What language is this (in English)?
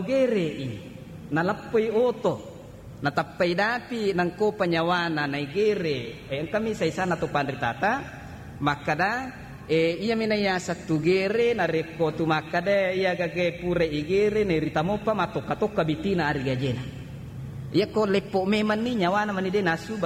Buginese